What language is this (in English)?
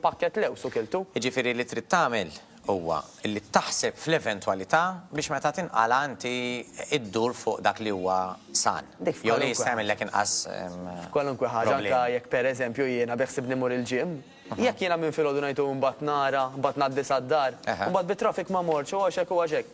Maltese